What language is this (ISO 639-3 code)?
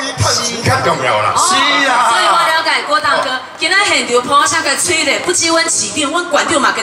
nan